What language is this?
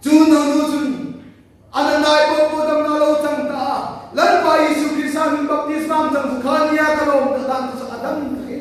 Hmar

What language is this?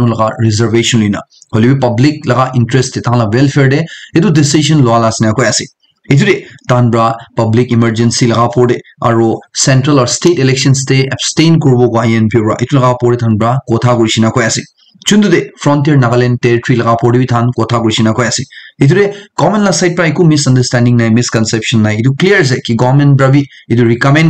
Naga Pidgin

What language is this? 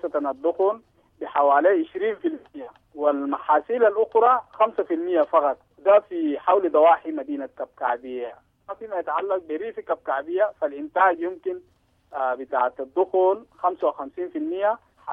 Sudanese Arabic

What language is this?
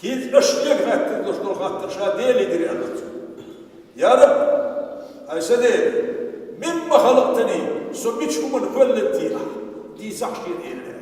Chechen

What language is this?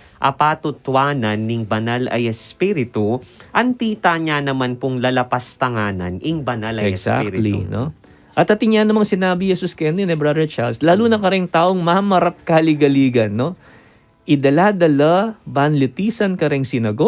Pampanga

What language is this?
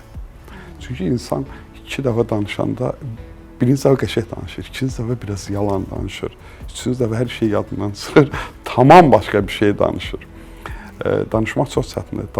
Azerbaijani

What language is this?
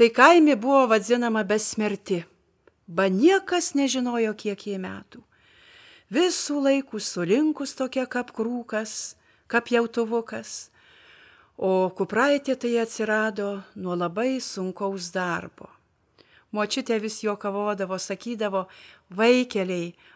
Lithuanian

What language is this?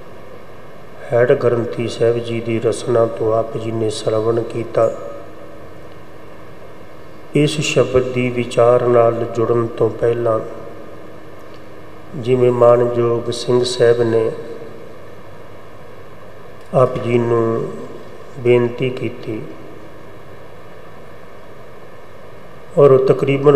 Punjabi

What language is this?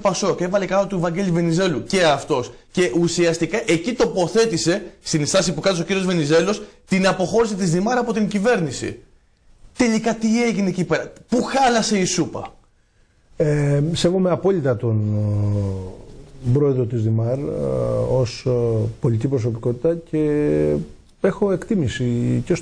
Greek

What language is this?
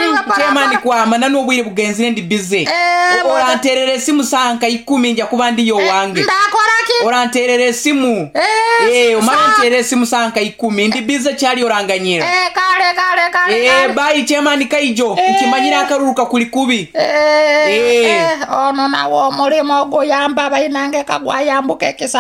Nyoro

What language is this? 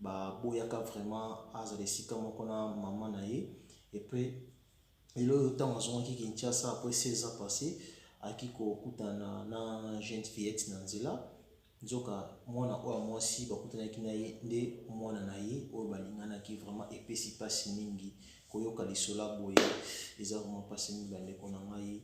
Lingala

